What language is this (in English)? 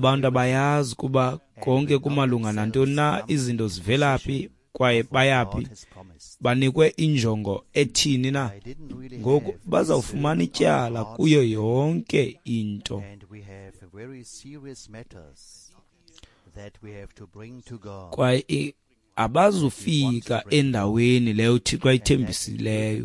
Xhosa